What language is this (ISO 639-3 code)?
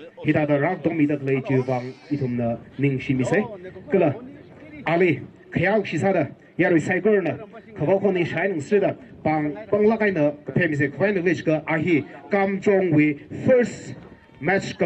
nmf